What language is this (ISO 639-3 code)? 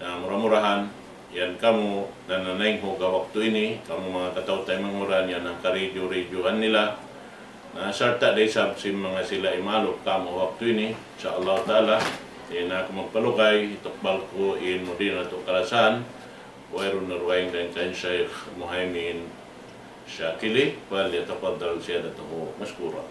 tsg